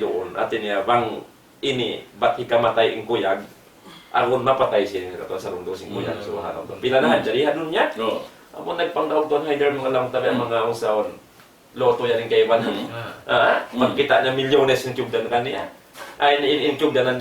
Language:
Tausug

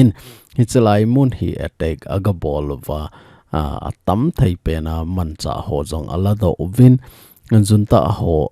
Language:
Thado Chin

